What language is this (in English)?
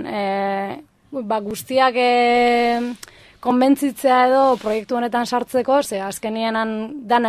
Basque